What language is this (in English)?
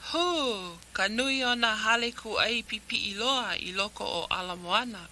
Hawaiian